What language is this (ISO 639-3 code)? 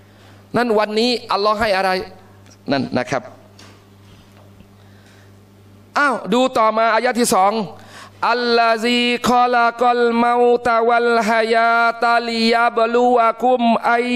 tha